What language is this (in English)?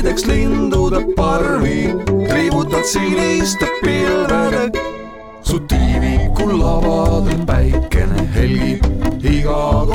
Estonian